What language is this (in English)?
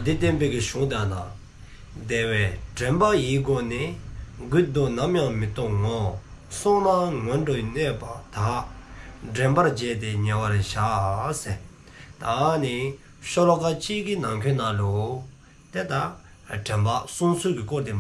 Dzongkha